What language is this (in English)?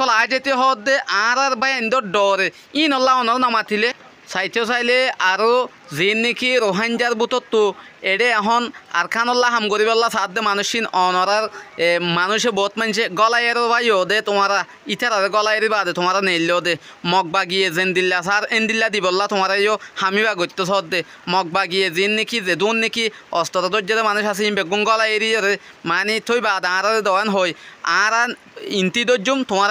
Rohingya